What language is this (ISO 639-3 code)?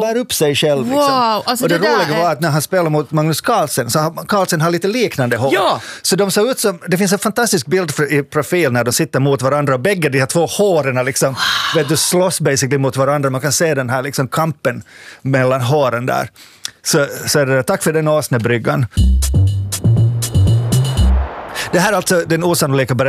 swe